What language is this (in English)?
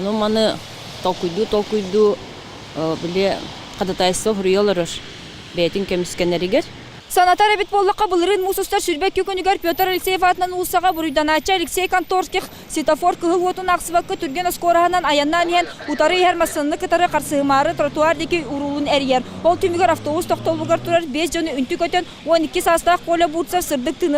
Yakut